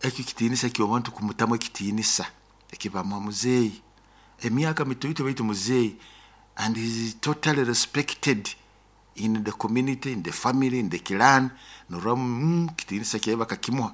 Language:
Nyoro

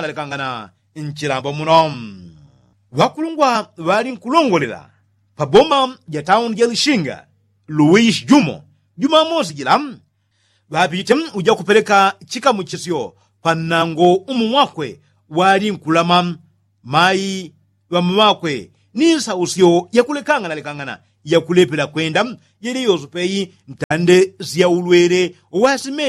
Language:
Yao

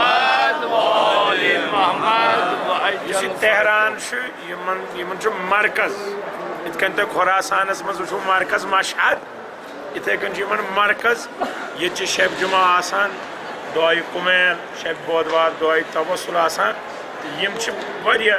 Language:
Kashmiri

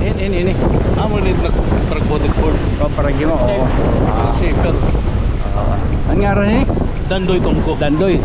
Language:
Waray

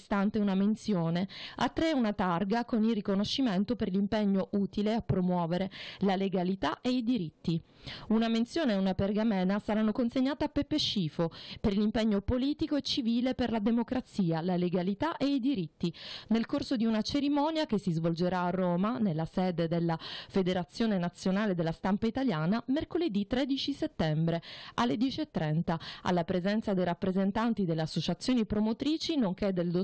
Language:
Italian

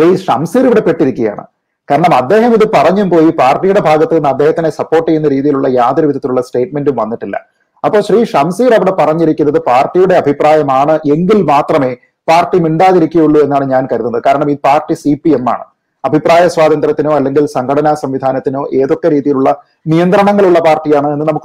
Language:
Malayalam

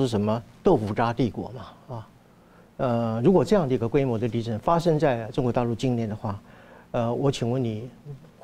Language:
Chinese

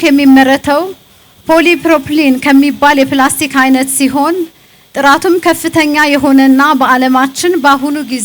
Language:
Amharic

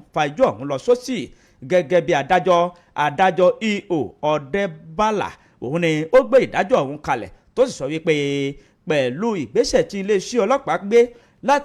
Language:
Yoruba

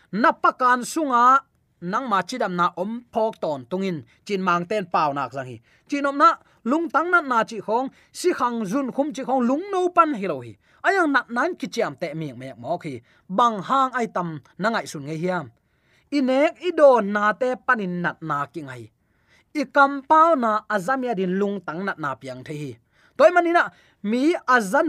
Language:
Tedim Chin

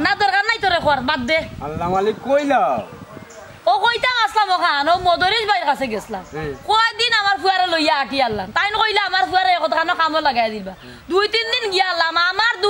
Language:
Sylheti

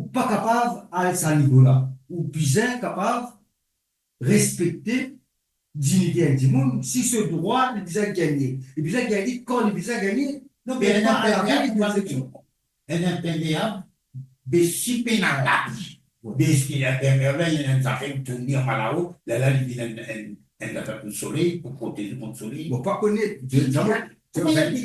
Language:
Morisyen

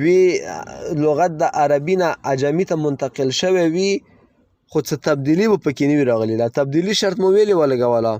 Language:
Pashto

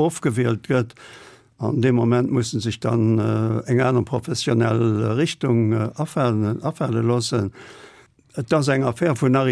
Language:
Luxembourgish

